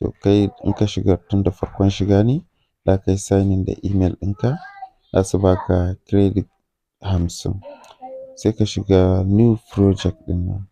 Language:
Hausa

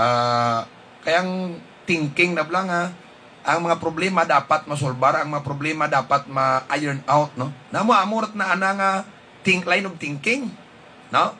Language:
Hiligaynon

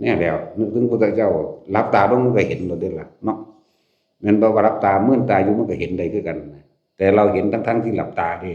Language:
Northeastern Thai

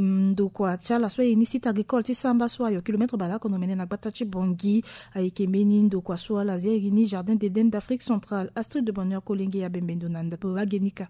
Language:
Sango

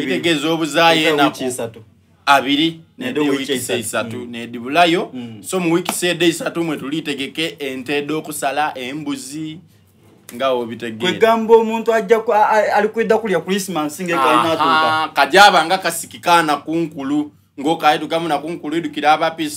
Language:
Soga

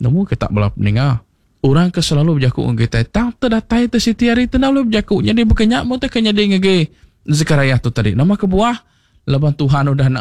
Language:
Iban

